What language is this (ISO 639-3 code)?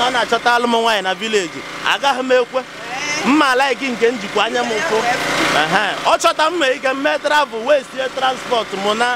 ibo